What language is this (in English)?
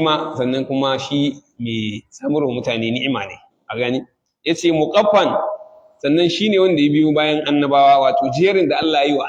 Hausa